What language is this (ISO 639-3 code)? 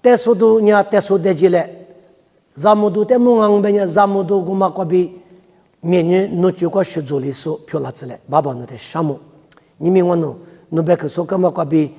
lis